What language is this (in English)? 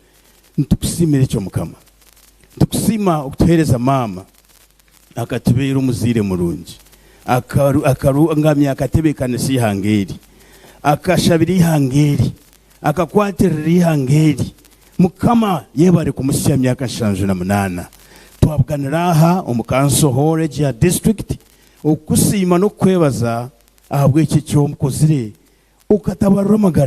Nyankole